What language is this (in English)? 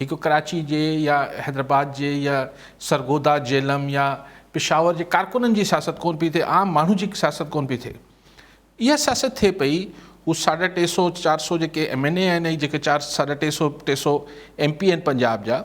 Sindhi